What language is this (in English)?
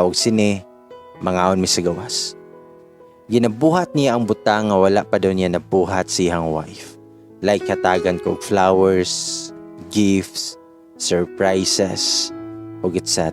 Cebuano